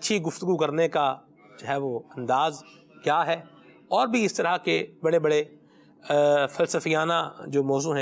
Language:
Urdu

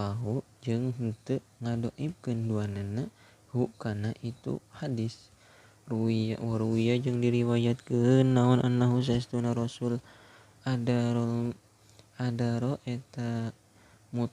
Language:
Sundanese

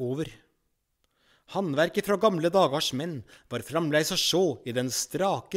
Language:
Norwegian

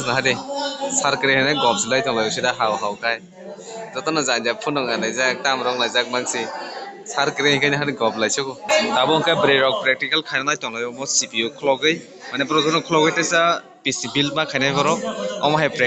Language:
Kok Borok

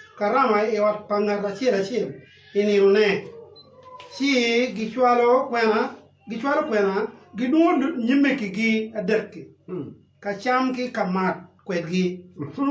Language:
Acoli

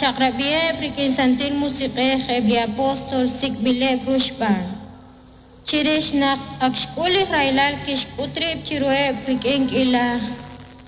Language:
Kekchí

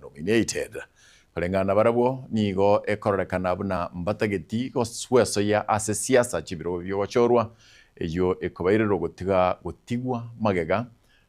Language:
Gusii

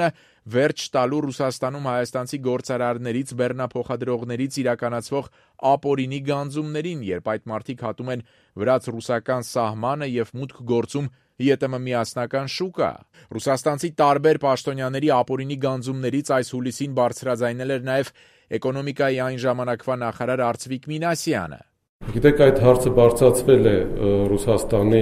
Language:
Armenian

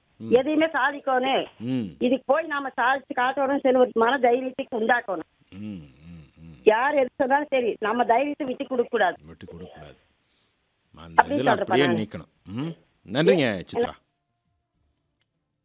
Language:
Tamil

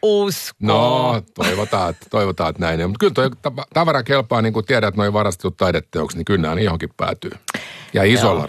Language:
Finnish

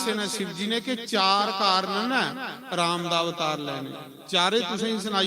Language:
Dogri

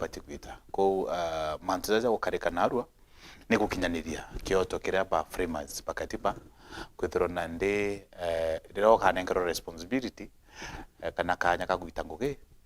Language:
Meru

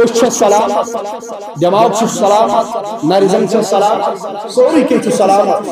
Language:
Kashmiri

